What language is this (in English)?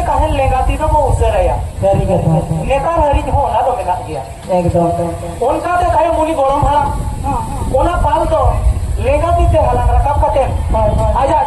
Santali